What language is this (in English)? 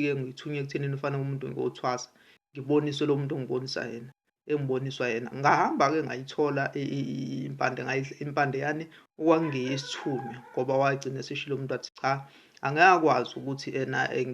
Zulu